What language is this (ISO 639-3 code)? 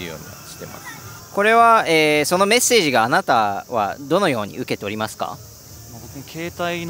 jpn